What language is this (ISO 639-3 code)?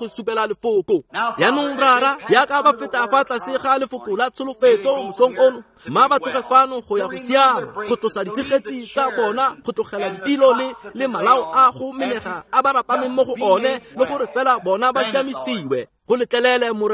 tsn